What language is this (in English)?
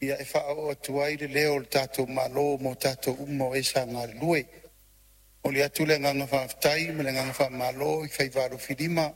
Samoan